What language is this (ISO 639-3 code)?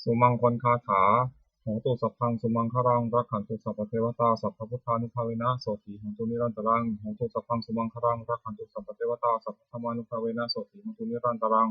pli